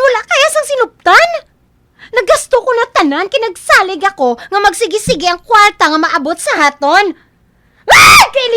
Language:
Hiligaynon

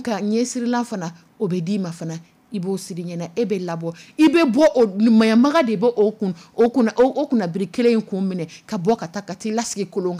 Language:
Dyula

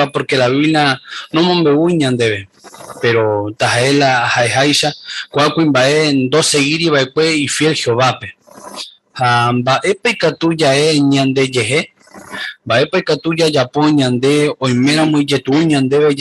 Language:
Guarani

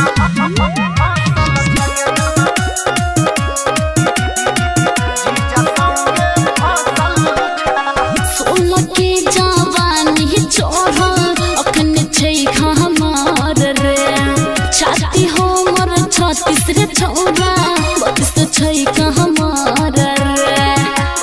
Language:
Maithili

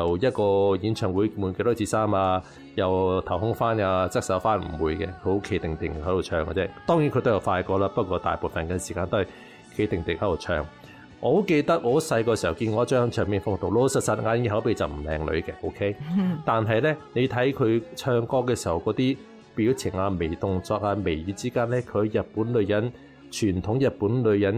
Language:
Cantonese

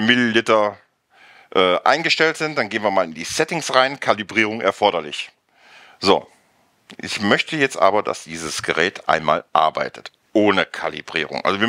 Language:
German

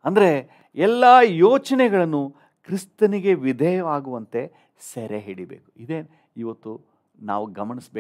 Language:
Kannada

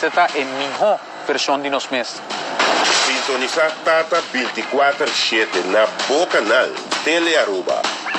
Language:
Papiamento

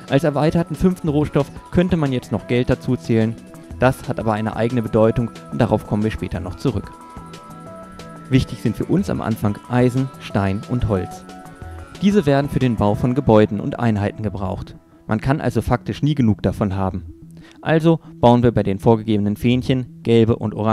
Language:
German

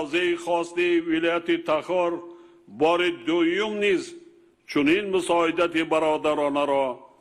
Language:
Tajik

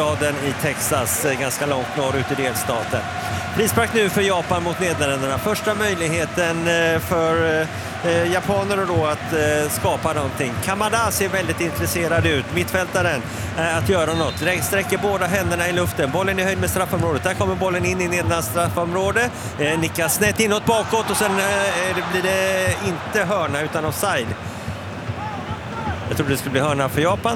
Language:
Swedish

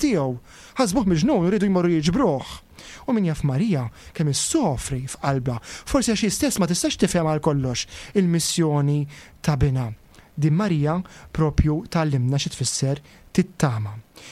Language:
Maltese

